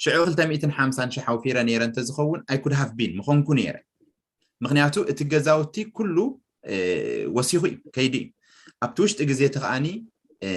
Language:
Tigrinya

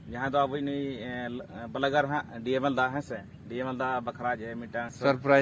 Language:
Santali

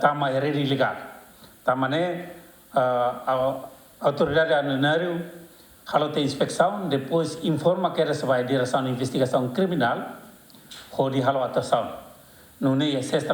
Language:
Tetum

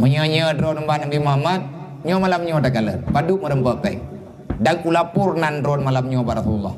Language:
Achinese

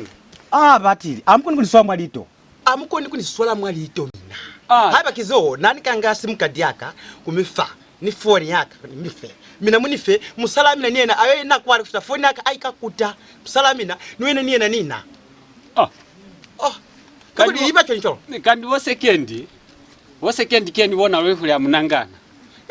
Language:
Lozi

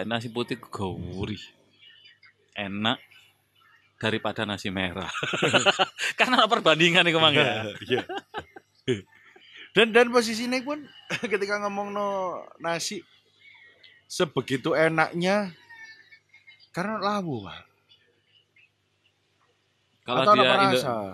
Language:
Indonesian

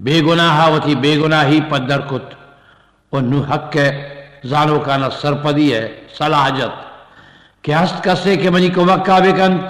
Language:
Eastern Balochi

